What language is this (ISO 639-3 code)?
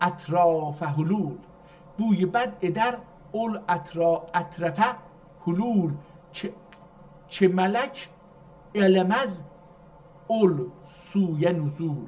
azb